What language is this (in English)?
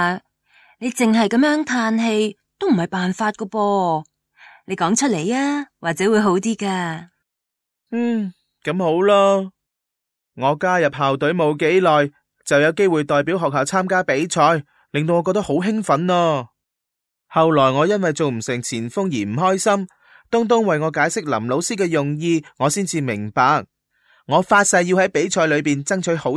Cantonese